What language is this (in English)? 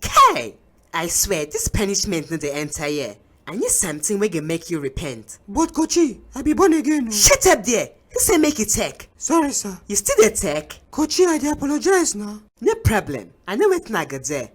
Nigerian Pidgin